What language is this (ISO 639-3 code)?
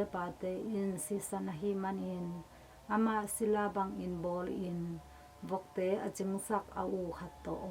ctd